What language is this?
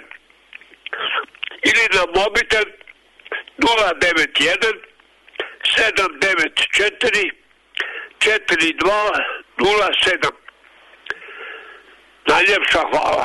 Croatian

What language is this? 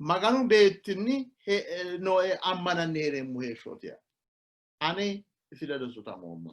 Sidamo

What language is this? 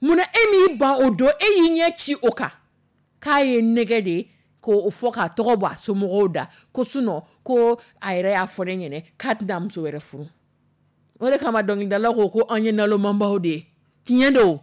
Dyula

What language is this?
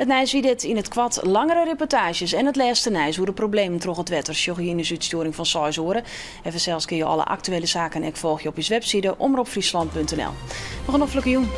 Western Frisian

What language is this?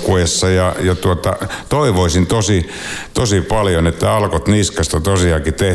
Finnish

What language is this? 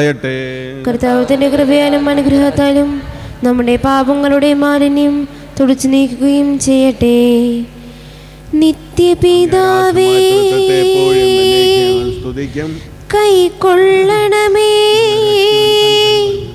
Malayalam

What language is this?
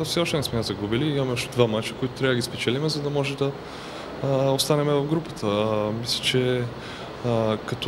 Bulgarian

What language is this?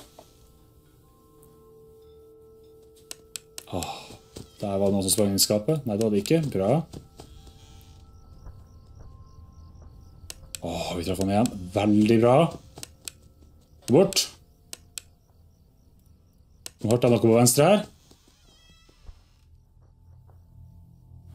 Norwegian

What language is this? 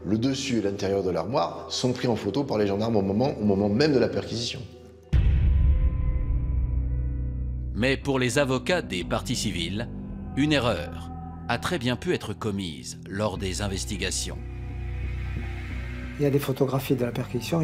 French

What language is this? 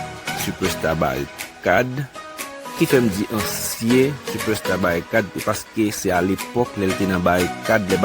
Haitian Creole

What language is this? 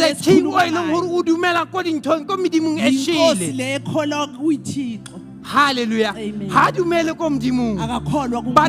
Southern Sotho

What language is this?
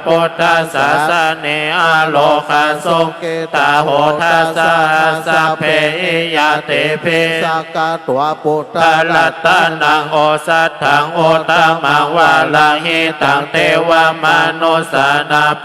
Pali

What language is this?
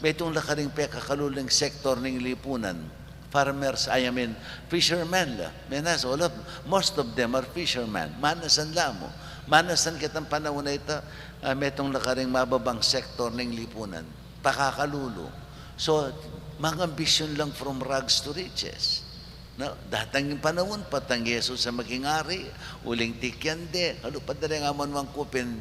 Pampanga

